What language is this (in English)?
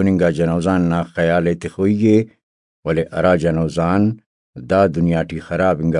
Brahui